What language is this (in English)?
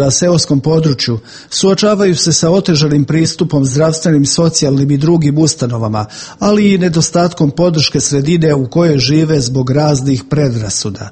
Serbian